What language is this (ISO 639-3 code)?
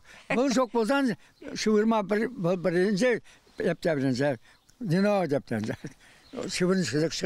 chv